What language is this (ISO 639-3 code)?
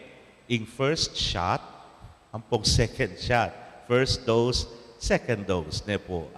pam